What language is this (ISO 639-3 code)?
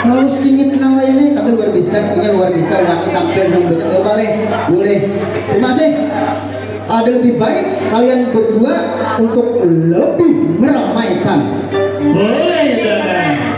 bjn